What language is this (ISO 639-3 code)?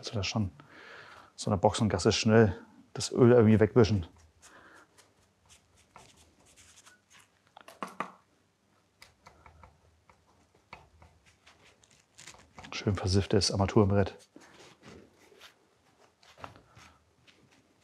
deu